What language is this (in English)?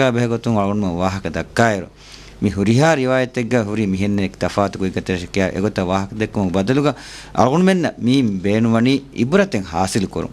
Divehi